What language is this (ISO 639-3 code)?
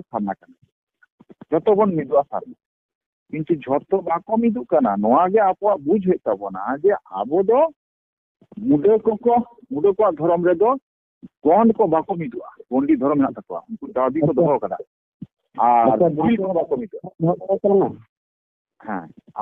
sat